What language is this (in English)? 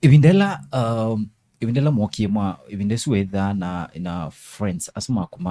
Kamba